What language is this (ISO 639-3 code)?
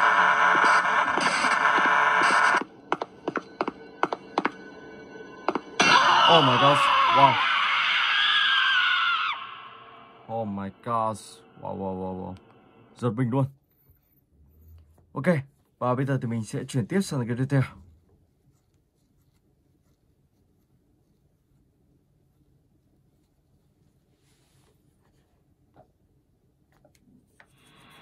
vie